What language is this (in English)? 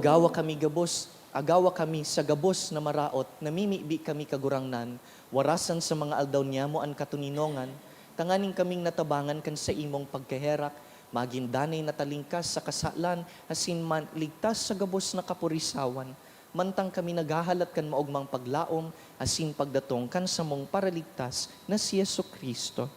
Bikol